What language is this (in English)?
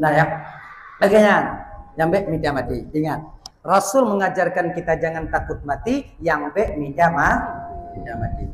Achinese